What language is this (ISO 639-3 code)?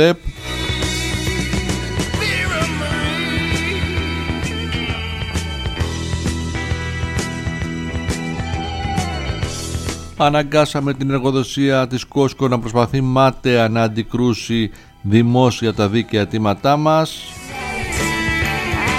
ell